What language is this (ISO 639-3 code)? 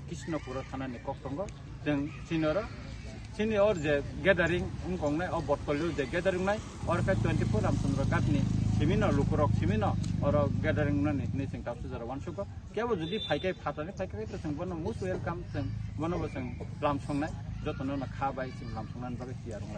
trp